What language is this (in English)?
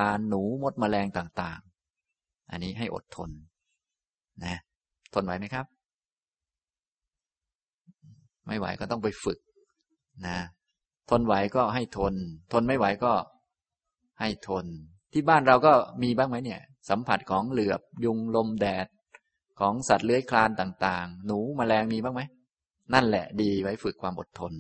Thai